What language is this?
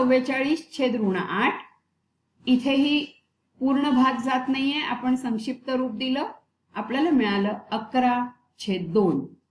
Marathi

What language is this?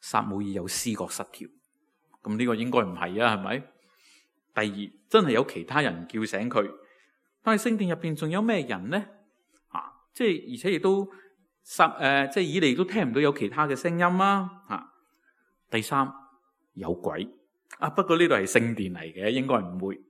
Cantonese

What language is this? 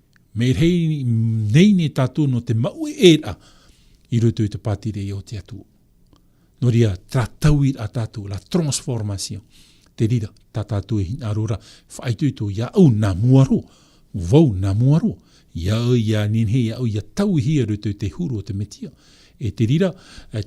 Tahitian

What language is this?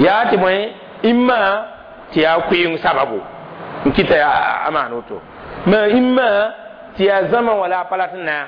Mossi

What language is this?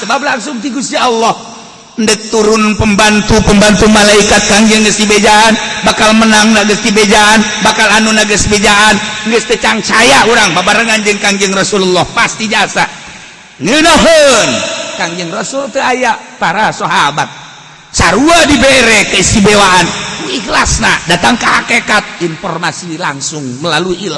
Sundanese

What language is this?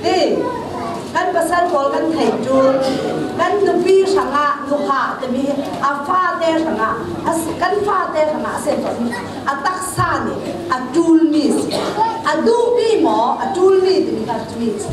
Falam Chin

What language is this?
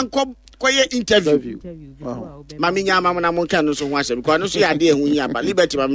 Akan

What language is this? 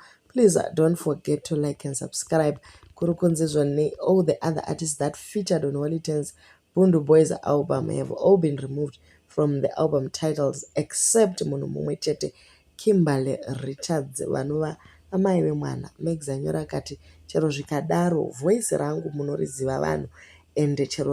Shona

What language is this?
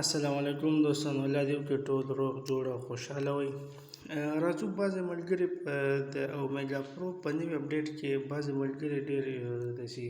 Pashto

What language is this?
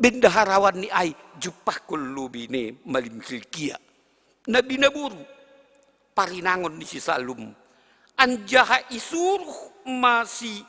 Batak Simalungun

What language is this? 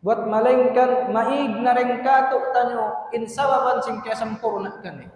Tausug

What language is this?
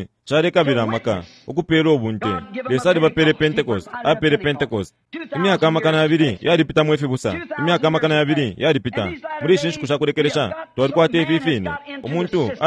Bemba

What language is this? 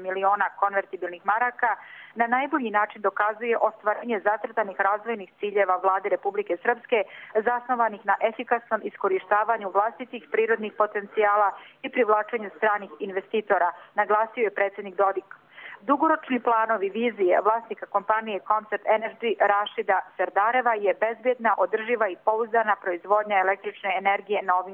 Croatian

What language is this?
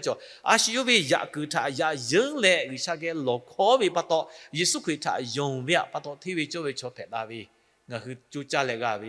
Lahu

